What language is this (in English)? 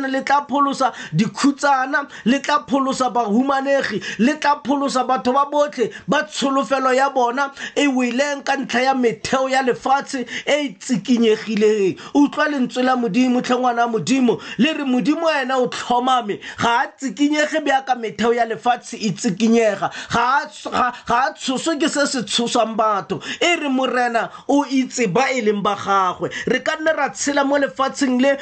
Tswana